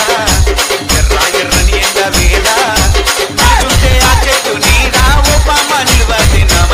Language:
Telugu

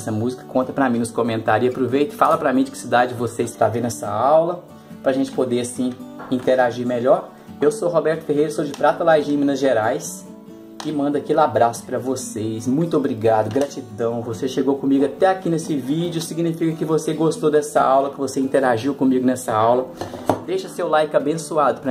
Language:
Portuguese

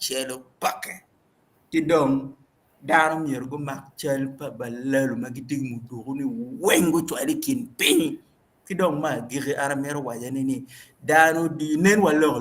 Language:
Acoli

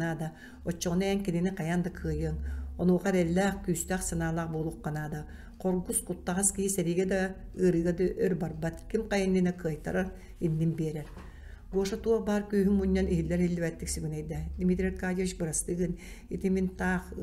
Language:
Yakut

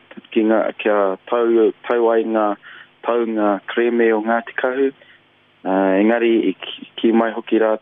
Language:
Māori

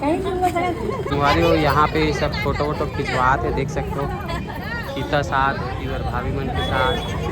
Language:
Chhattisgarhi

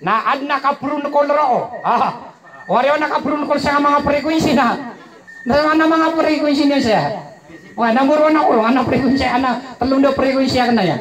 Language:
Maranao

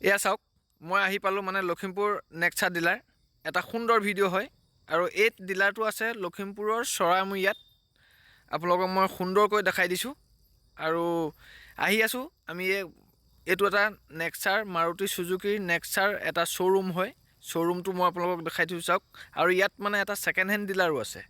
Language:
Assamese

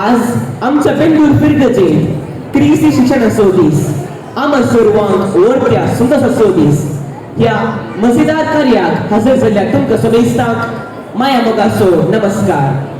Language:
Konkani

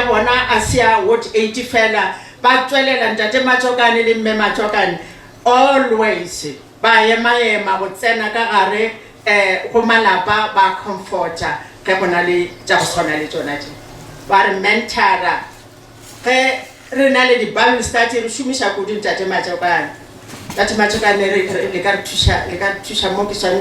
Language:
Northern Sotho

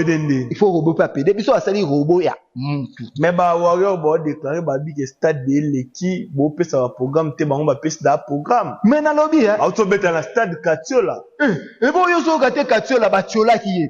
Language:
Lingala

